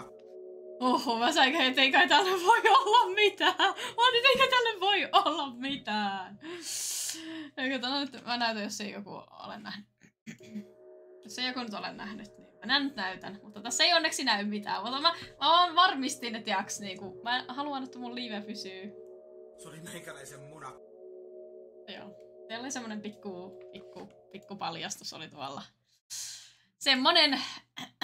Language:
Finnish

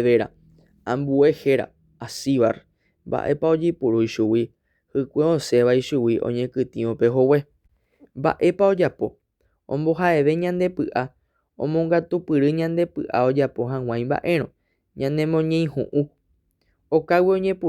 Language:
Guarani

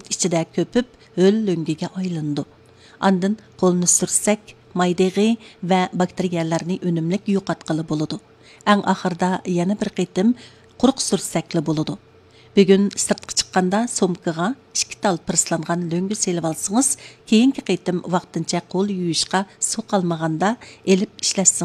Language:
Uyghur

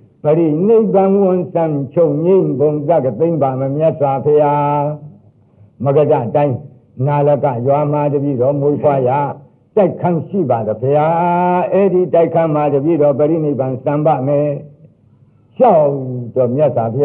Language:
Burmese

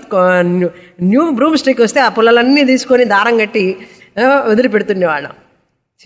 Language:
Telugu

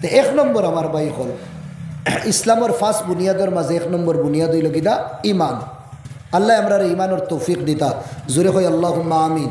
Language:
Sylheti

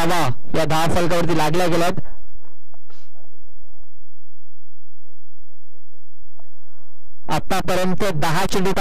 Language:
Marathi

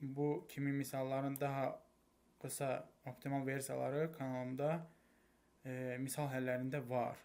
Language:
Azerbaijani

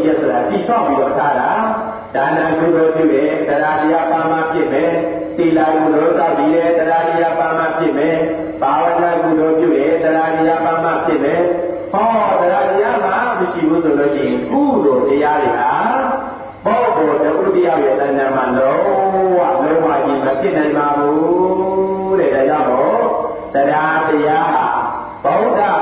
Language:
Burmese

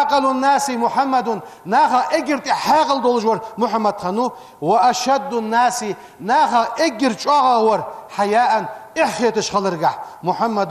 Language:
Ingush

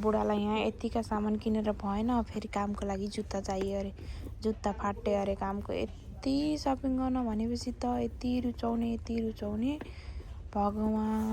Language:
Nepali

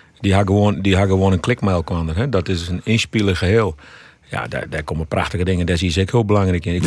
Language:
Western Frisian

